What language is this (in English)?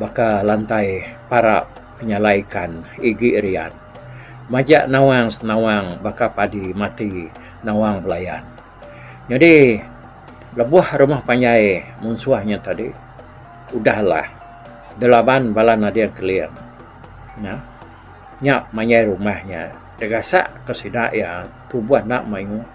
Iban